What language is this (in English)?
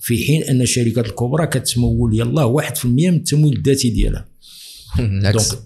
Moroccan Arabic